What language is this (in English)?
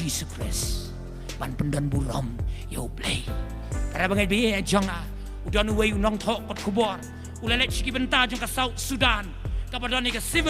Khasi